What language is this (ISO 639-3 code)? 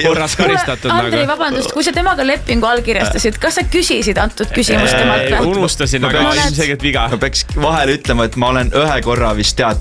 est